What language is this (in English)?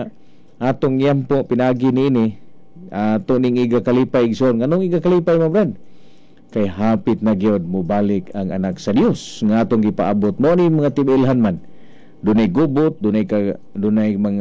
Cebuano